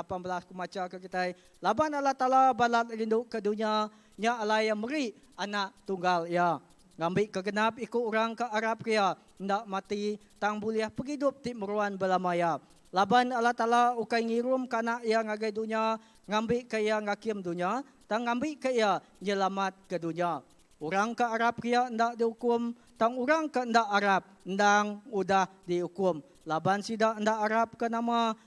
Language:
Iban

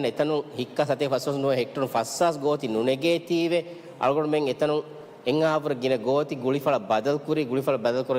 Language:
Divehi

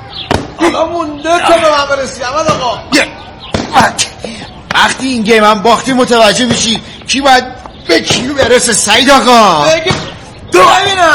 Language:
Persian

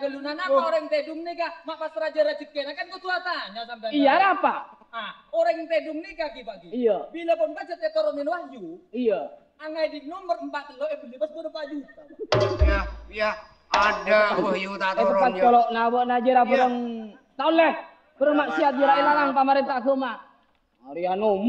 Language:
Madurese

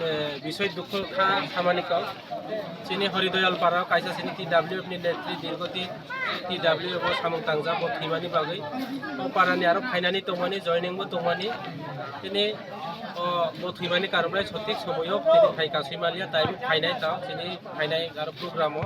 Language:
Kok Borok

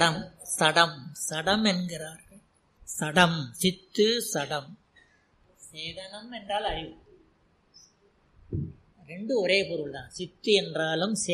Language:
Tamil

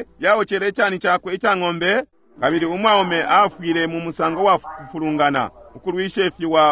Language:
Bemba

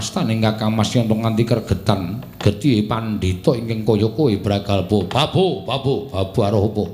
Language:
Javanese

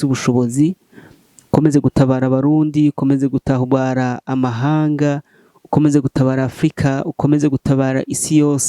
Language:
Rundi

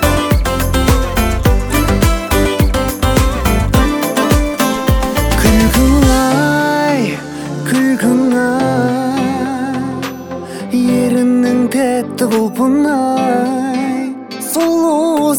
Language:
Kazakh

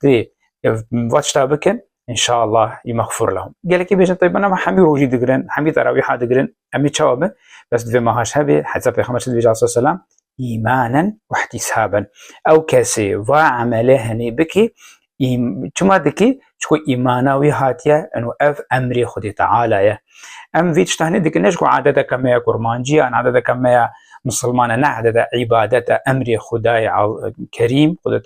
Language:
Kurdish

